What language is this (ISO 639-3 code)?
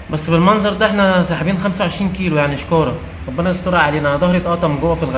arz